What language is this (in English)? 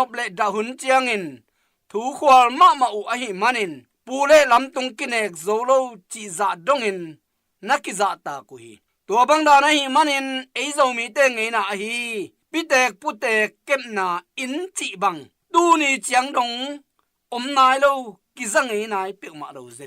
Tedim Chin